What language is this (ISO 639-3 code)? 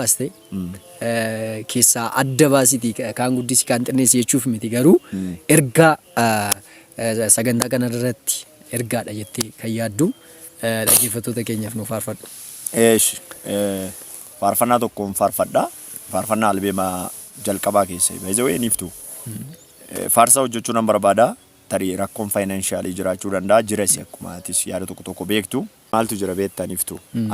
orm